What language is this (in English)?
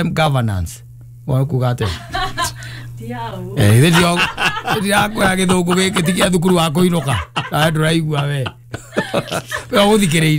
Kikuyu